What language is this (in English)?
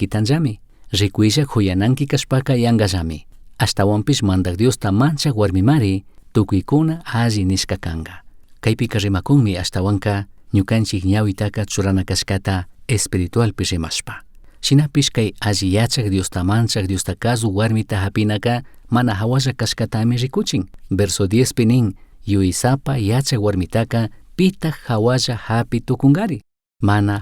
Chimborazo Highland Quichua